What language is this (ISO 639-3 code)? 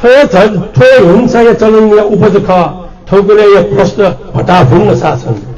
new